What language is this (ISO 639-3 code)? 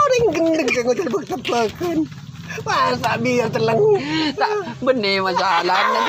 mad